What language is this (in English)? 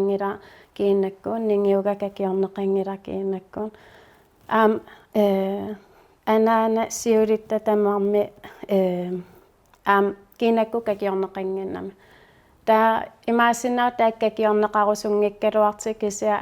Kalaallisut